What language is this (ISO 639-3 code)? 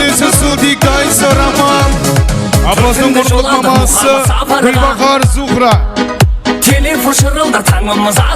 kaa